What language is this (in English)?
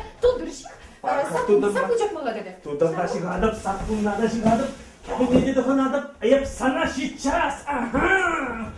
Chuvash